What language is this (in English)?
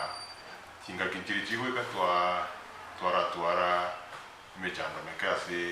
Gusii